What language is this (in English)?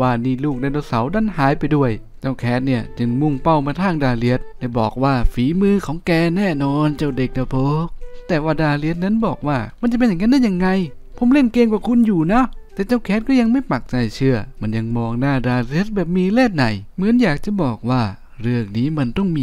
Thai